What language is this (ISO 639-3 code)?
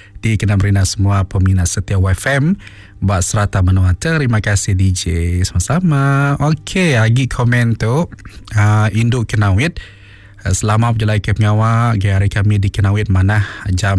iba